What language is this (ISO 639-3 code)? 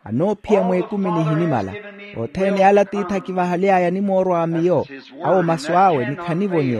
vmw